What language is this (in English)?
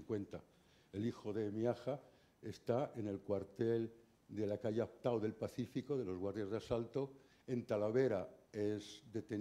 Spanish